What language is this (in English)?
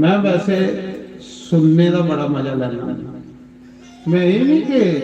Dogri